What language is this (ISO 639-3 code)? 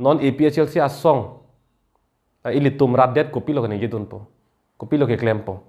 mjw